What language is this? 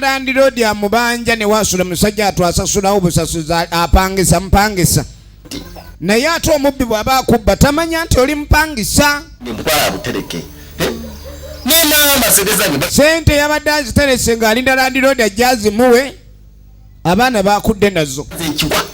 Ganda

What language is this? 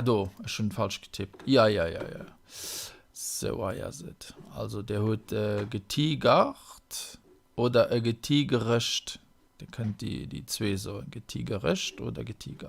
Luxembourgish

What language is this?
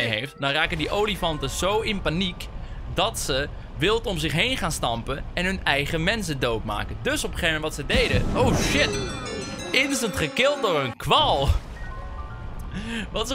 Dutch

